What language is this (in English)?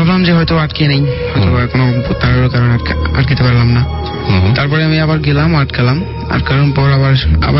Bangla